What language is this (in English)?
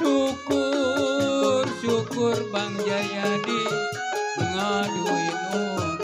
Betawi